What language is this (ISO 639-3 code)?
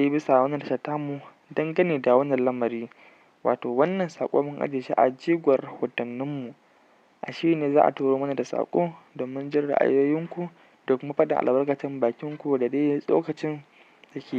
hau